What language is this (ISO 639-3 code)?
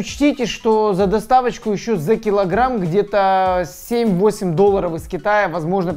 rus